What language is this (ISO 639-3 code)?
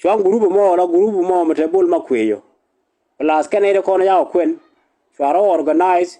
nus